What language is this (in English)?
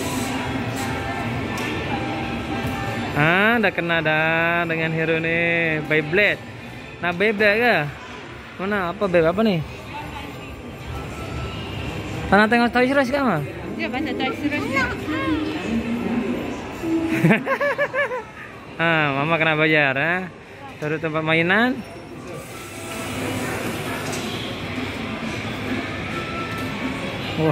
Malay